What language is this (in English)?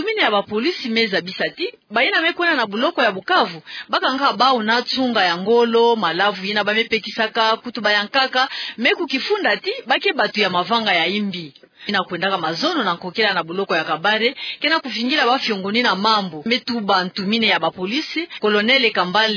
Kituba (Democratic Republic of Congo)